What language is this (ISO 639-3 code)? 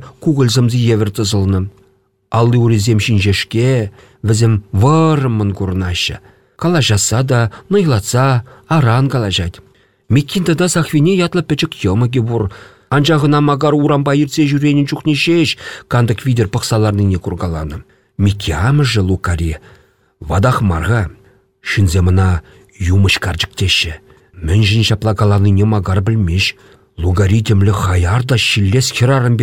chv